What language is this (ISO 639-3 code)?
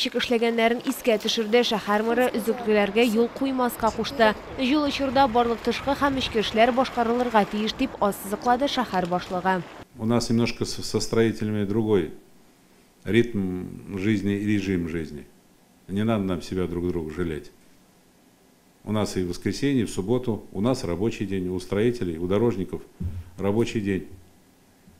tat